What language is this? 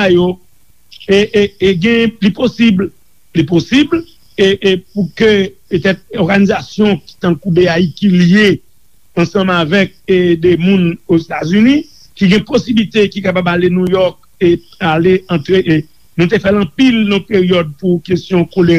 Haitian Creole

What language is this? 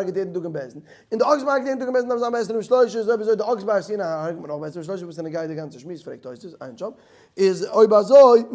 Yiddish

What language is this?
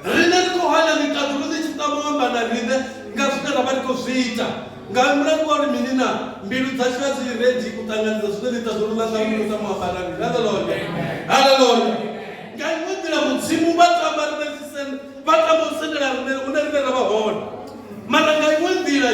Venda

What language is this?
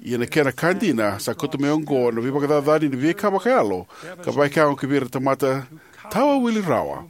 Fijian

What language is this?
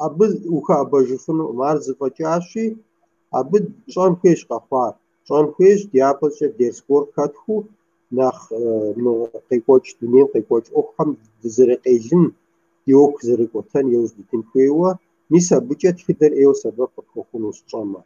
Kabardian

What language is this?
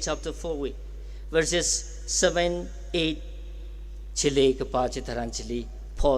Tangkhul Naga (India)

